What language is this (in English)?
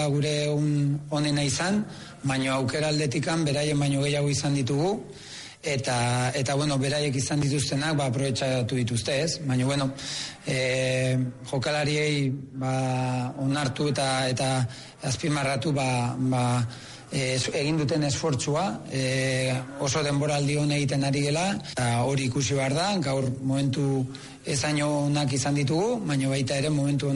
Basque